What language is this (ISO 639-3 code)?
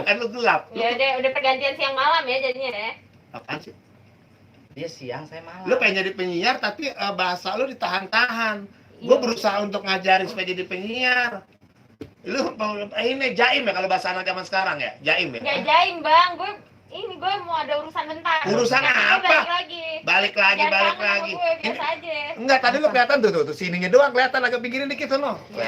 bew